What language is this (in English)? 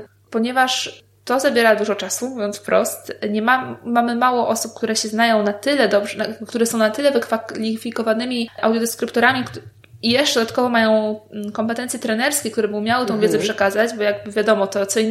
Polish